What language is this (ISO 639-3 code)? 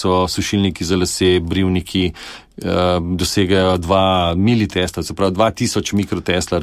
slv